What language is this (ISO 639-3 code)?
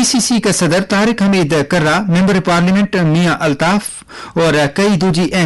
gju